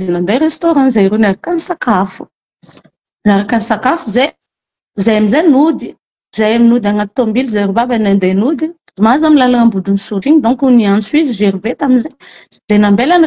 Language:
Malagasy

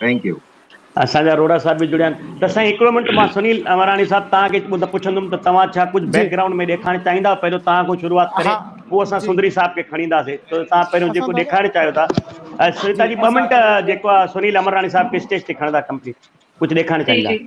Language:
Sindhi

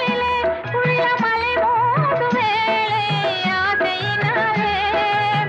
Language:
Tamil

